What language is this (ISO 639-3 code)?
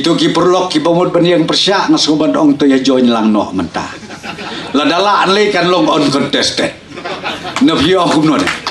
kha